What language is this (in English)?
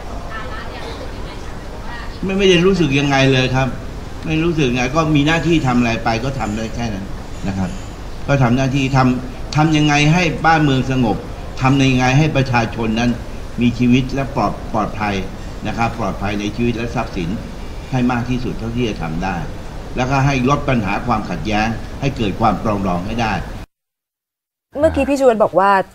Thai